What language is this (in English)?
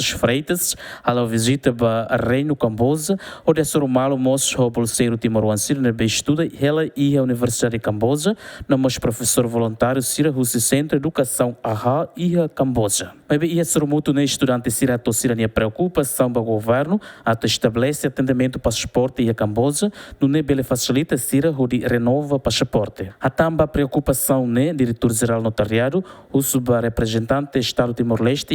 Tetum